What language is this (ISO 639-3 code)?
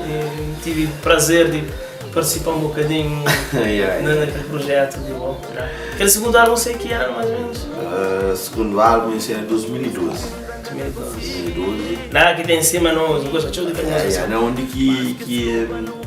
kea